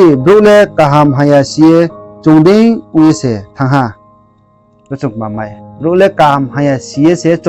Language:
Riang (India)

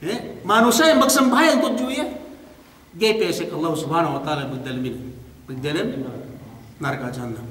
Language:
Yakan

